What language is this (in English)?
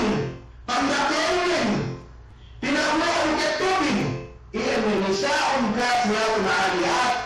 Yakan